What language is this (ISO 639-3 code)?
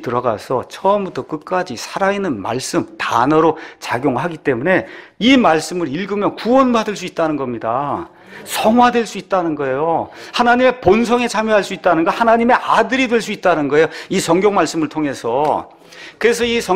kor